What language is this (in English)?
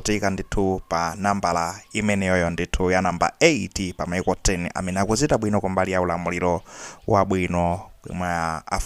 Nyanja